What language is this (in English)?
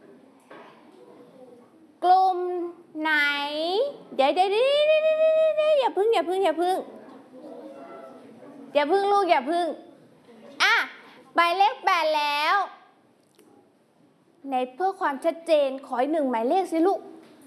Thai